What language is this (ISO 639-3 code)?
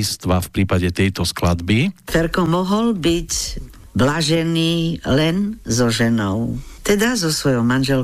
slk